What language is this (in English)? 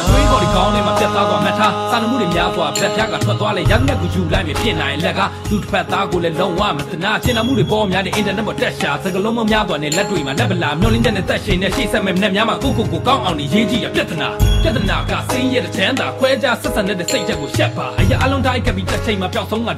Burmese